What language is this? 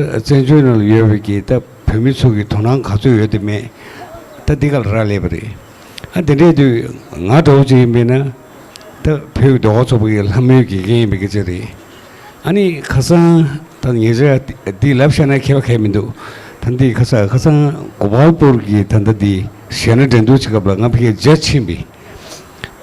Tibetan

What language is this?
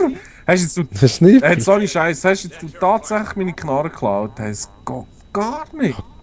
Swiss German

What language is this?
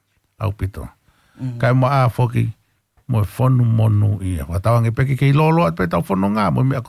Tongan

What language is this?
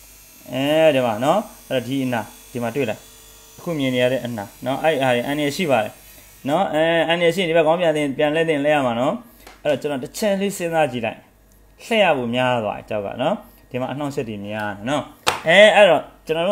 Burmese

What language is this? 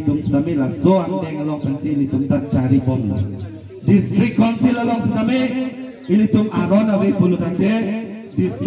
Karbi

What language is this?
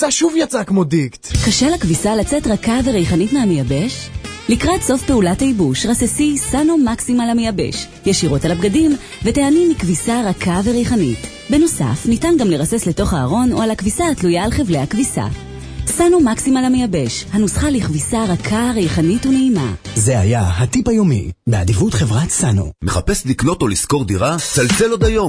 Hebrew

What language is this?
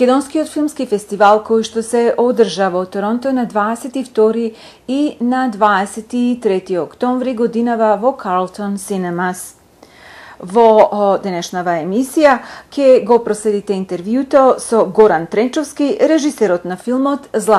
Macedonian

